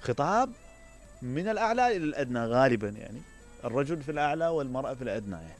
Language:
Mesopotamian Arabic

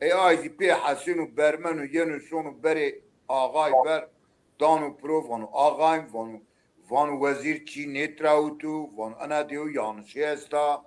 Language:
Zaza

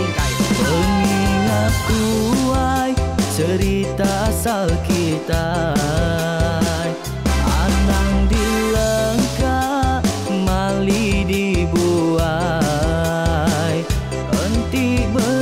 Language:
Iban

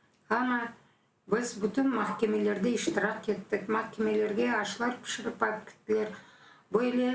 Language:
Crimean Tatar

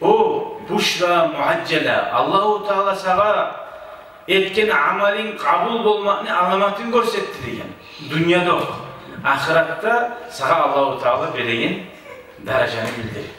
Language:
Kumyk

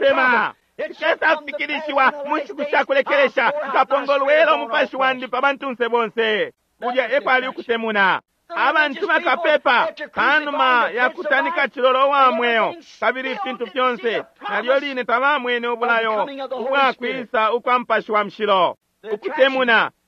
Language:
Bemba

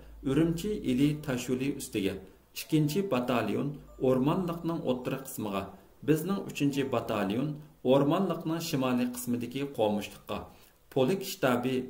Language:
Uyghur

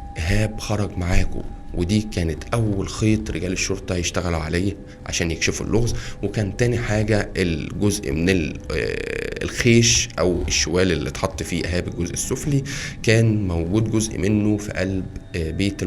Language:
Egyptian Arabic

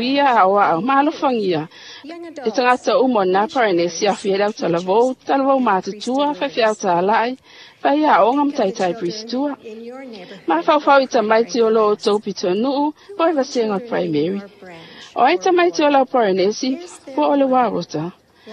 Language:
Samoan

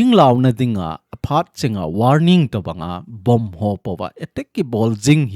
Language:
Thado Chin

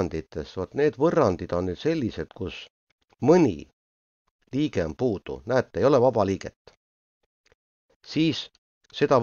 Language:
Estonian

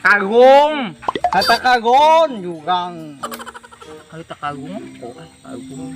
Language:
Banjar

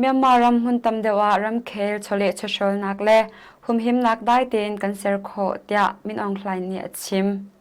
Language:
Hakha Chin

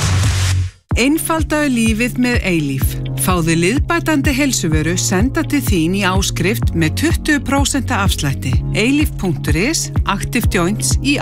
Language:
Icelandic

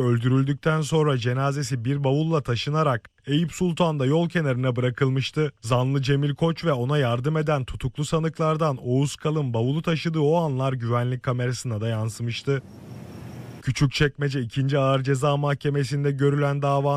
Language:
Turkish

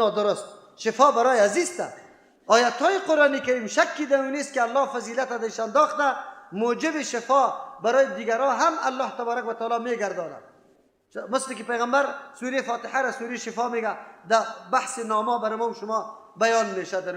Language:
Persian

